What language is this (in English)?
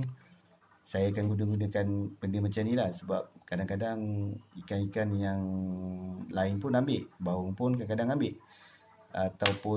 Malay